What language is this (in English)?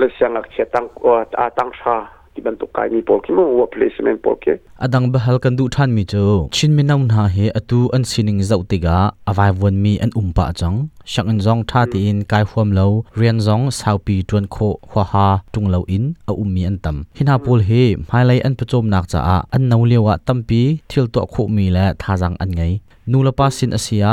Hakha Chin